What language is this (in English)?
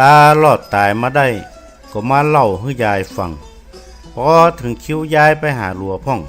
Northern Thai